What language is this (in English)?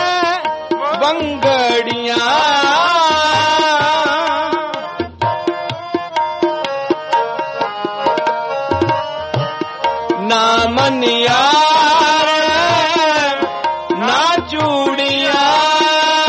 Punjabi